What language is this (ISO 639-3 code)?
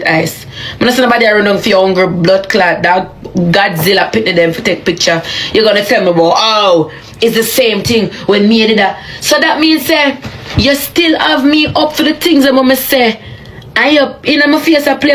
jam